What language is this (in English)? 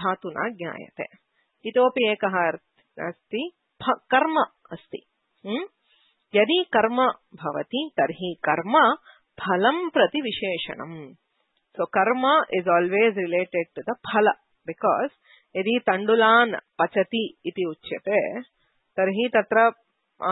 Sanskrit